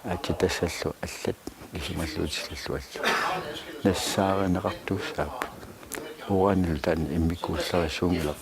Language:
Kalaallisut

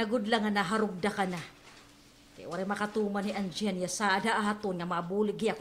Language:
Waray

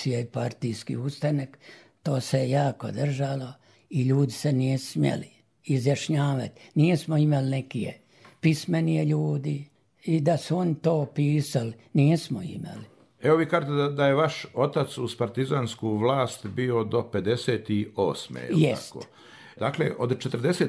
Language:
Croatian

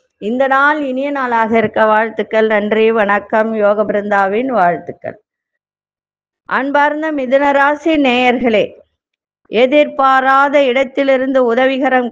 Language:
Tamil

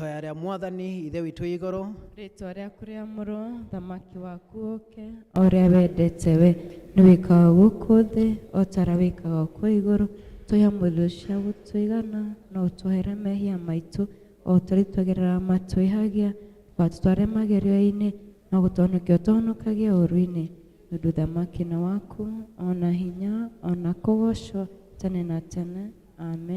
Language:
Kikuyu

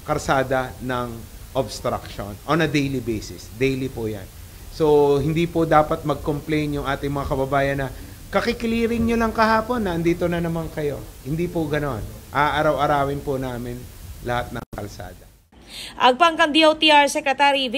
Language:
Pampanga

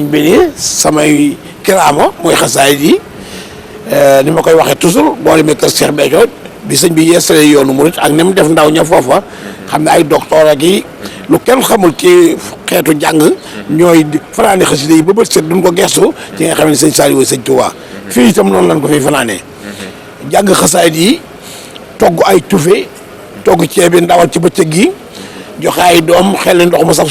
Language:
Wolof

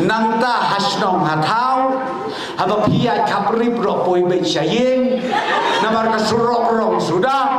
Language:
Khasi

